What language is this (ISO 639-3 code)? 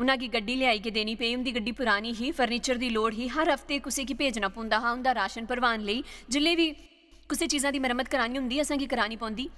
doi